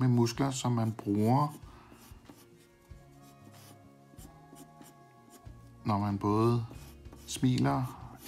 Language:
Danish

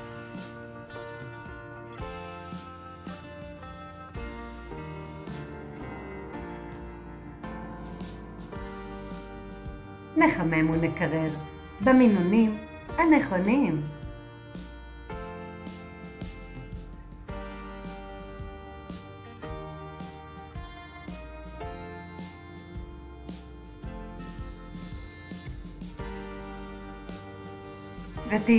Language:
Hebrew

